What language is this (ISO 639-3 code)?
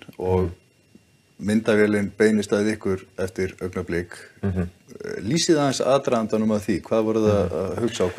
isl